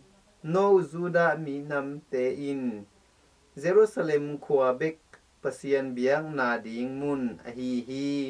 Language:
Tedim Chin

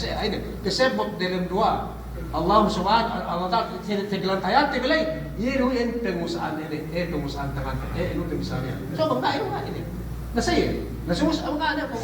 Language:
Yakan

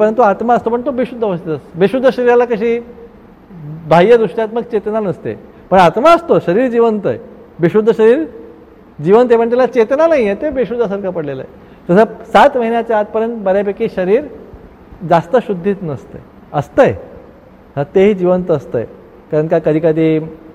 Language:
Marathi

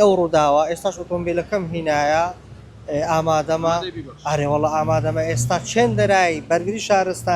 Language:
Central Kurdish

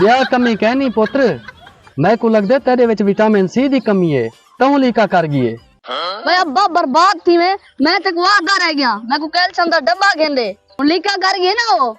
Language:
Saraiki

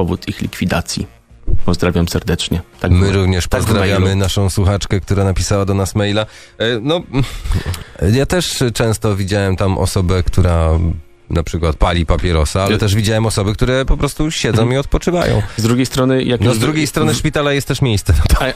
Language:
Polish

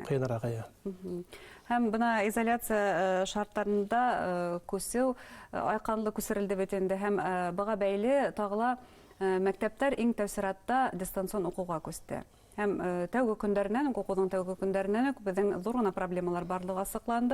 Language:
Bashkir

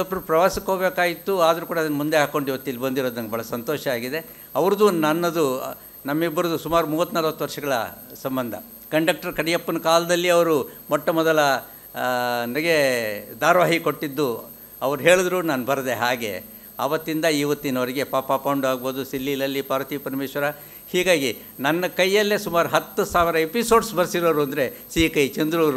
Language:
Kannada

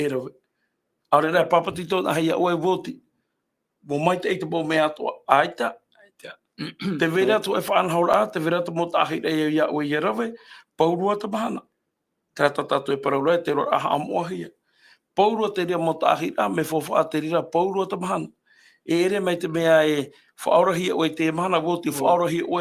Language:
Tahitian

